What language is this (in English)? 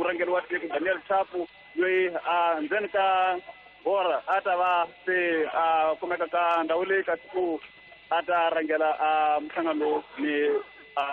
Tsonga